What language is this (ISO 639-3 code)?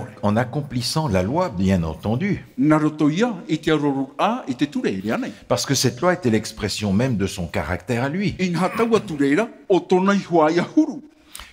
tah